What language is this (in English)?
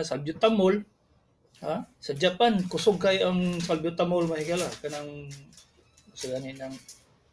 Cebuano